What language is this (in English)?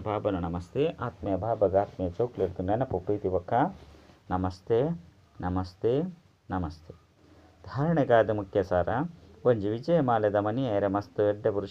Tulu